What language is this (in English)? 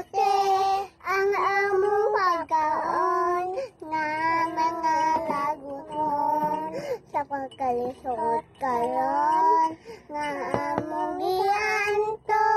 Cebuano